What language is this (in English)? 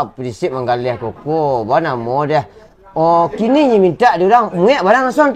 Minangkabau